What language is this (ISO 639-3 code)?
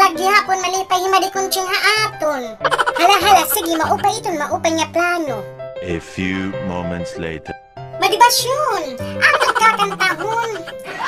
war